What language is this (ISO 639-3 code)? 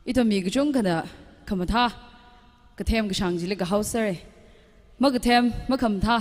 nmf